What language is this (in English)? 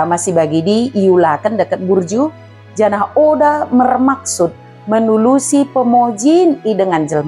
Batak Dairi